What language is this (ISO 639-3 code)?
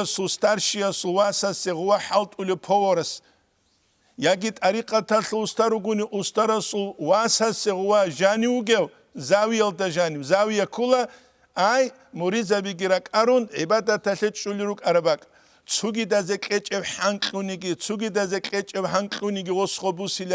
ava